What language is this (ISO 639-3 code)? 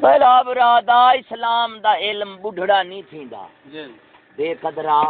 skr